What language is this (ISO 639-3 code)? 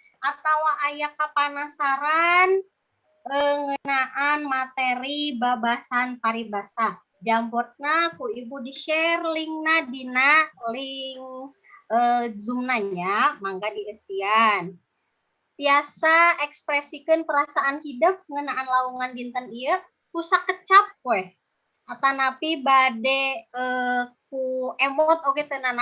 sun